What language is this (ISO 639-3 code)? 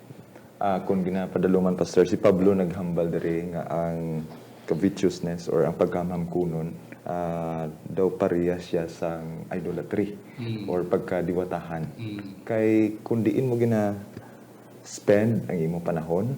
hil